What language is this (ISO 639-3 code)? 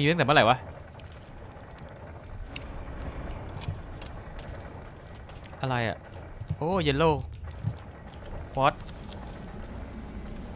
tha